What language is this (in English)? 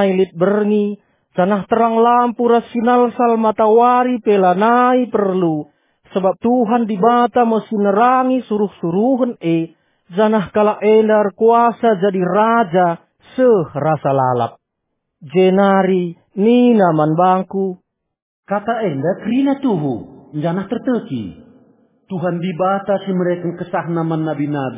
Batak Karo